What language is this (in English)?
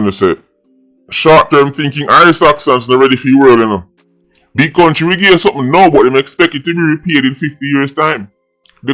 Jamaican Creole English